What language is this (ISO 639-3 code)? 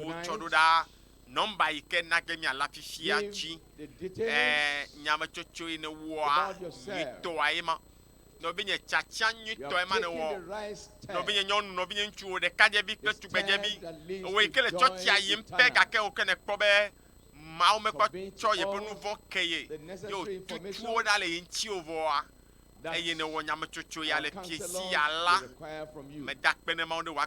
ewe